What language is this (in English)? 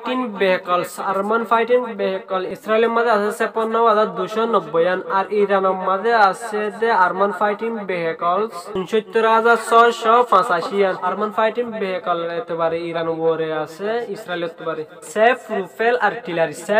Rohingya